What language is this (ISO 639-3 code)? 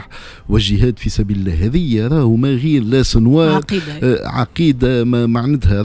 aeb